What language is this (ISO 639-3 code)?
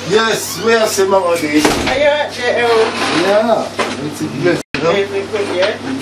jam